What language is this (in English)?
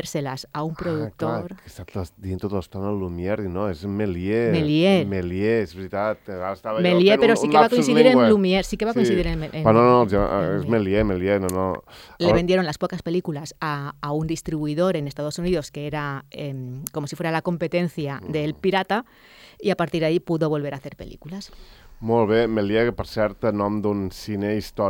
Catalan